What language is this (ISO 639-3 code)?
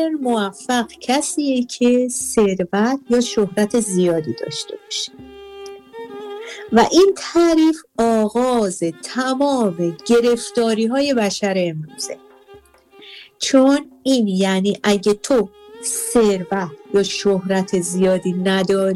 fas